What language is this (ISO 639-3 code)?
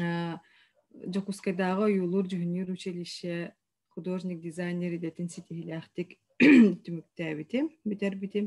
sah